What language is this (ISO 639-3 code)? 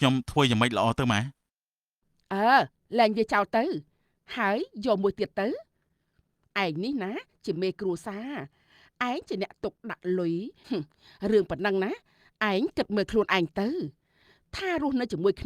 khm